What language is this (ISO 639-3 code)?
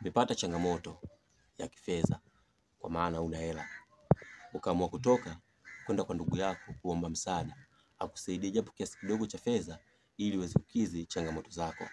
swa